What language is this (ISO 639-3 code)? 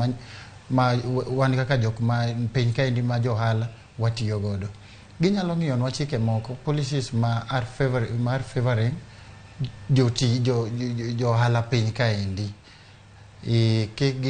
luo